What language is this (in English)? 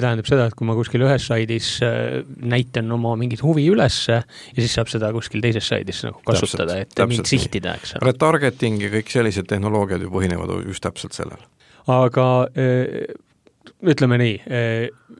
Estonian